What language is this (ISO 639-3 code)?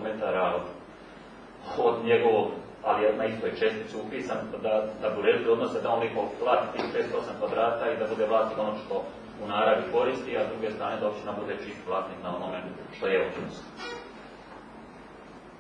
hrv